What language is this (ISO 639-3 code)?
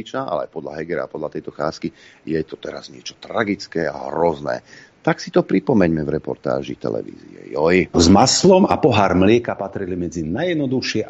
slk